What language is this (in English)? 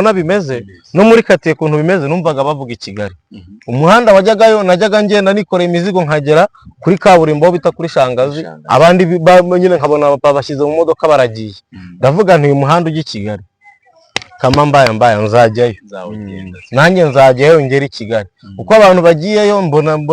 Kinyarwanda